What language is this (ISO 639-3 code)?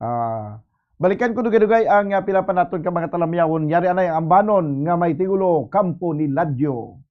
hil